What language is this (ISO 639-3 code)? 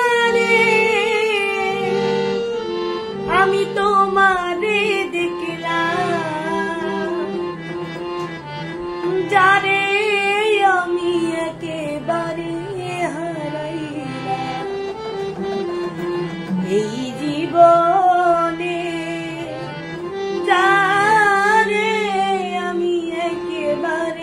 ben